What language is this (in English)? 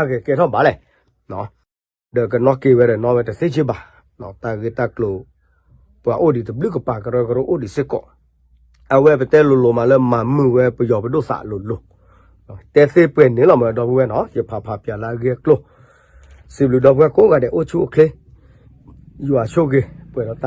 S'gaw Karen